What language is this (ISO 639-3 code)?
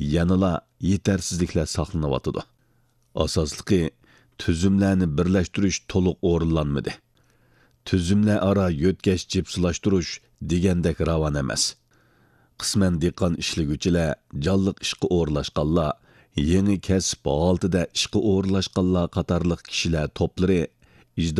uig